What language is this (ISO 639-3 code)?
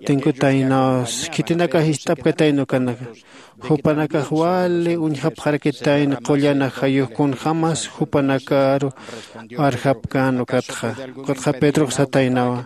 aym